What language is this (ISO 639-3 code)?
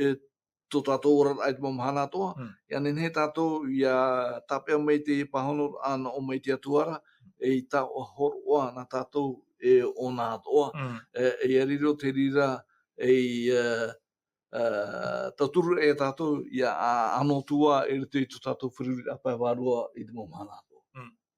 tah